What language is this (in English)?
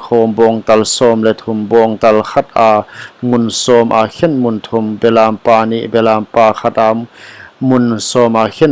Paite Chin